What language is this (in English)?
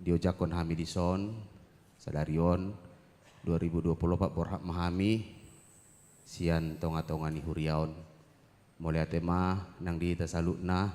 Batak Toba